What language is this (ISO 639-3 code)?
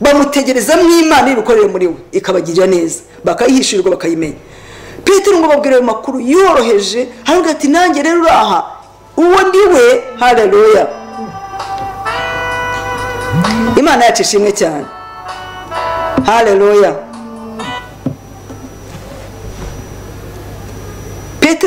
kin